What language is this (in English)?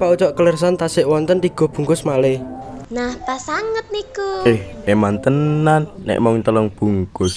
Javanese